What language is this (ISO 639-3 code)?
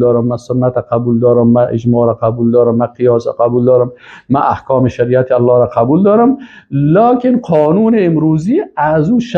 fas